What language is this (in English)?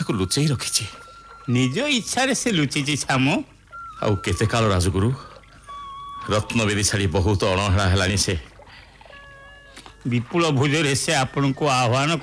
Odia